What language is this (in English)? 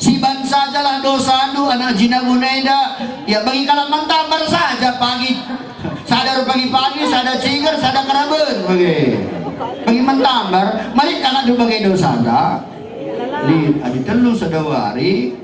Batak Karo